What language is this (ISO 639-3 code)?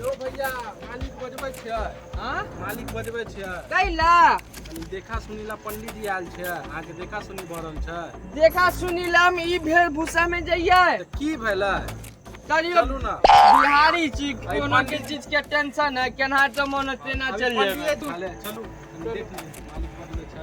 mai